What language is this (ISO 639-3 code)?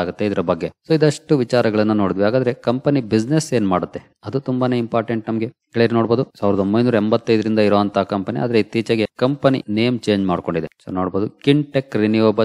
kan